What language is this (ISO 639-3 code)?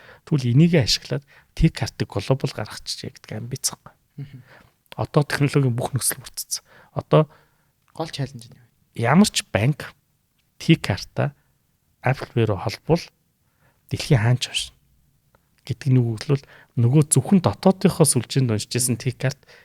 mon